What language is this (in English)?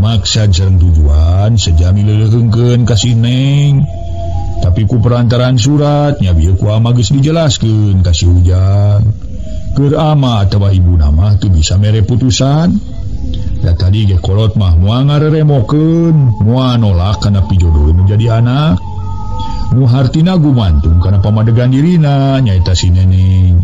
Sundanese